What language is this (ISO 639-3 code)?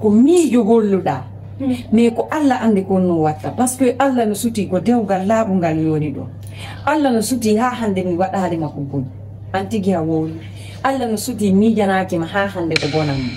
ful